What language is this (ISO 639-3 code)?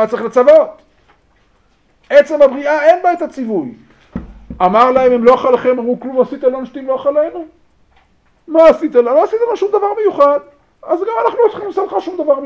heb